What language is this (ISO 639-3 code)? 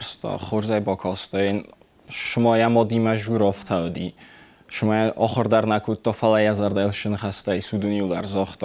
oss